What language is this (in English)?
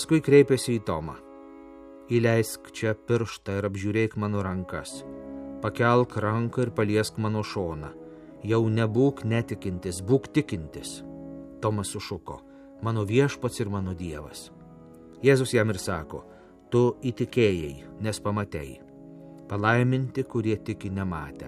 Lithuanian